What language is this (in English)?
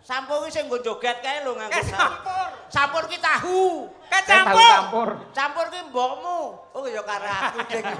Javanese